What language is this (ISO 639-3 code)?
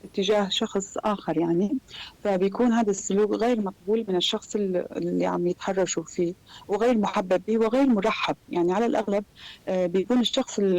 apc